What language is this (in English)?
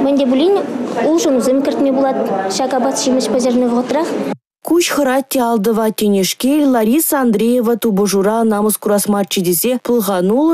Chuvash